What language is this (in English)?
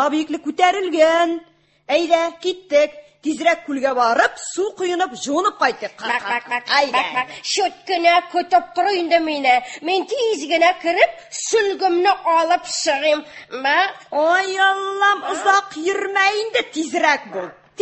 Tatar